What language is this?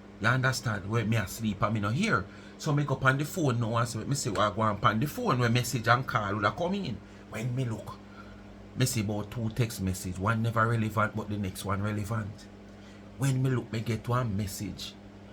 Jamaican Creole English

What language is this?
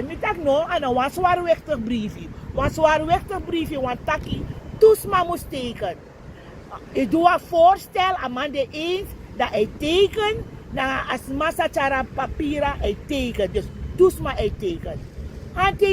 Sranan Tongo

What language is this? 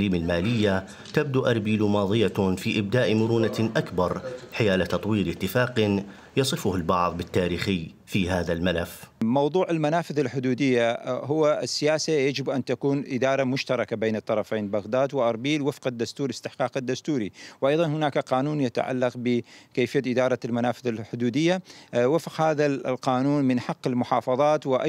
Mesopotamian Arabic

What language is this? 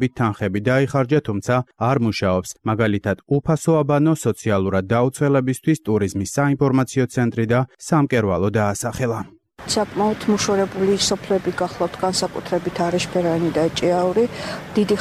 Georgian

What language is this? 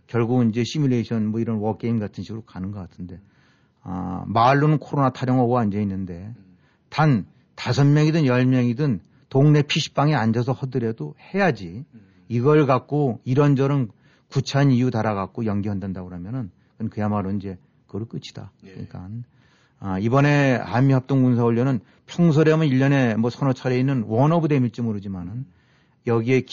Korean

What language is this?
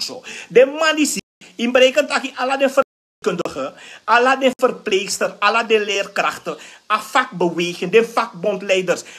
Sranan Tongo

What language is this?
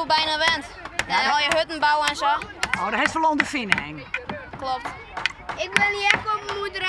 Western Frisian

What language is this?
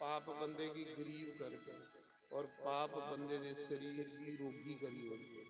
Dogri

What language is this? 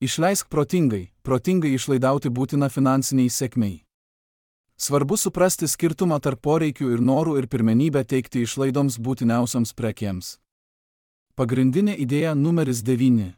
Lithuanian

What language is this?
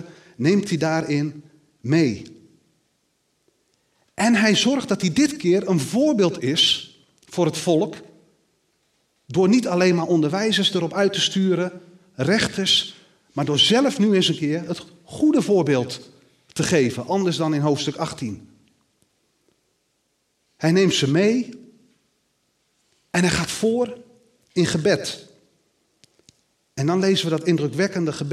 Dutch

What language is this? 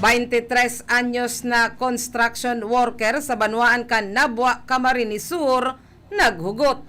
Bikol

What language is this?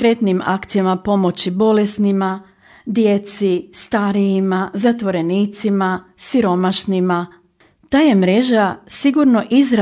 Croatian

